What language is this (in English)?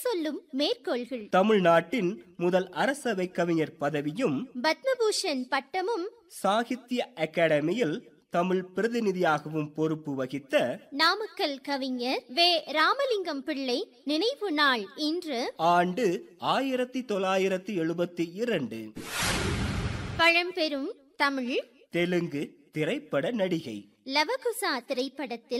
Tamil